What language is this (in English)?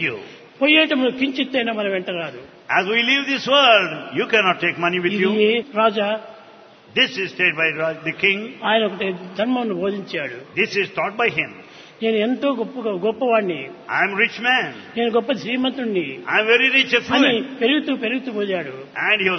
Telugu